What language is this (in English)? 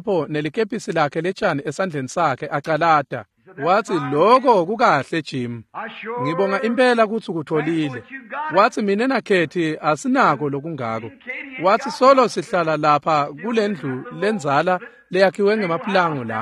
Swati